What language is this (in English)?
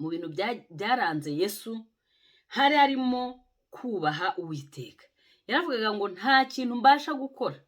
Kinyarwanda